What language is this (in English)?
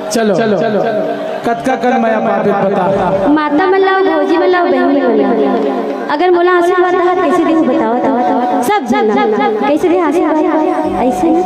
Chhattisgarhi